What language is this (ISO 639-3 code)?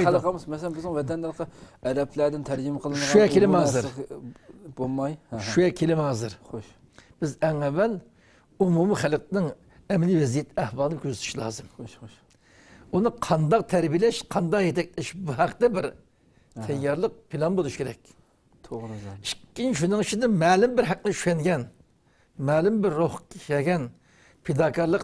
uig